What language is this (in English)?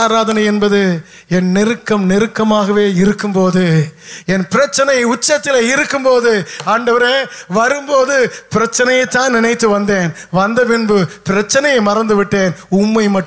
Tamil